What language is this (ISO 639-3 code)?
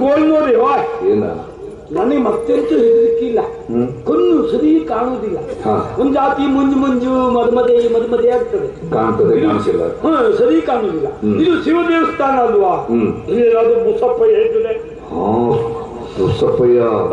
kan